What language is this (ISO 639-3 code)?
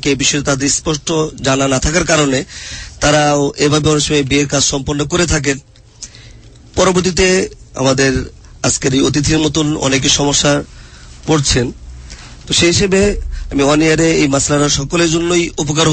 ben